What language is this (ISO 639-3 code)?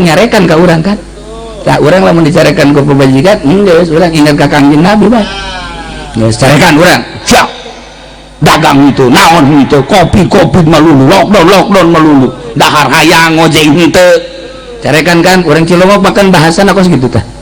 sun